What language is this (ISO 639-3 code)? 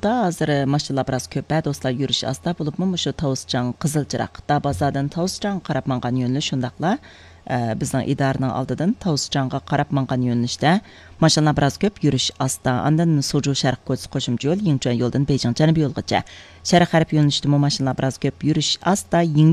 uig